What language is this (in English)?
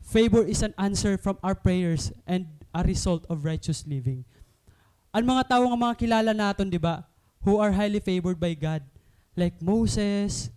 Waray